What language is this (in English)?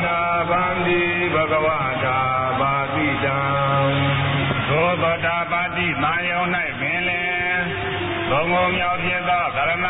Burmese